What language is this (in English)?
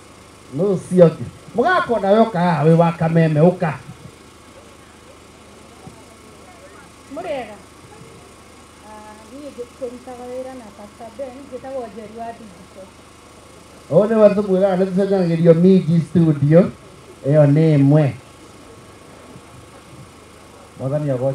Kikuyu